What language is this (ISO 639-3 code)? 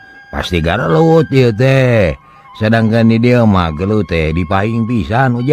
sun